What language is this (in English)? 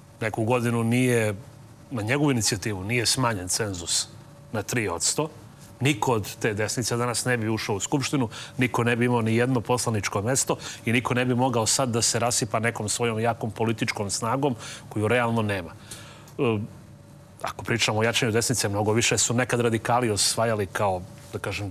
Serbian